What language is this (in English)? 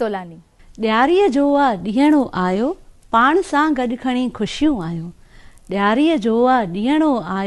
Sindhi